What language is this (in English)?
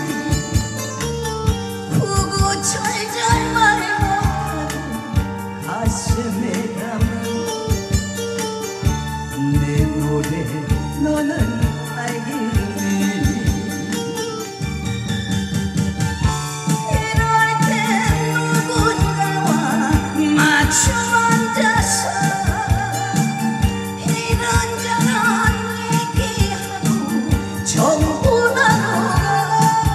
Korean